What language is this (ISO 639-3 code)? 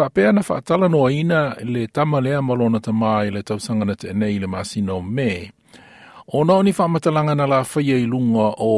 smo